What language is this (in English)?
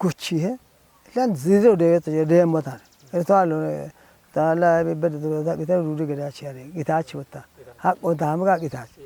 Kafa